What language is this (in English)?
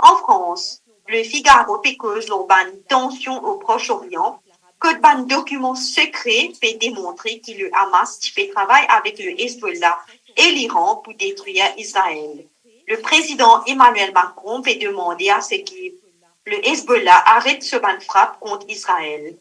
Morisyen